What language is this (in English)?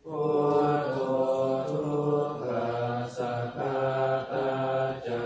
Pali